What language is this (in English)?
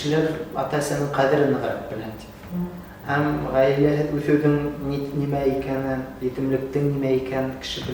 Bashkir